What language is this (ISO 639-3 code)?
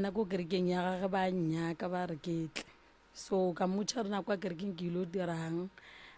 nso